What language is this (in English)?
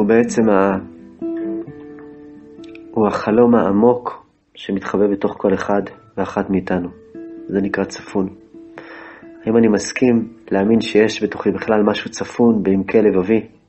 Hebrew